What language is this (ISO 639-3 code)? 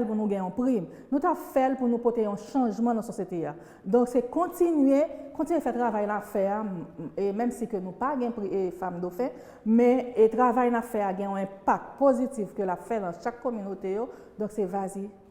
hat